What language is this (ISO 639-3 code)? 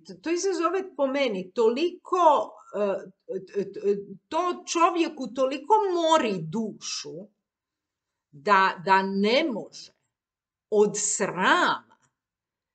hrv